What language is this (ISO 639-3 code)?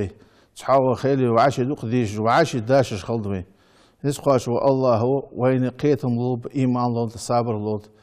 inh